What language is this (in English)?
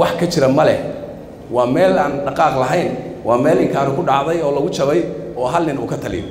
Somali